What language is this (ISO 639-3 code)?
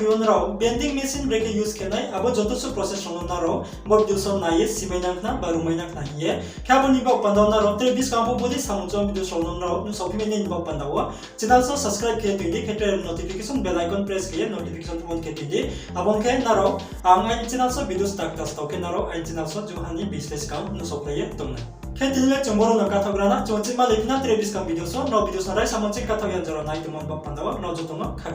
ria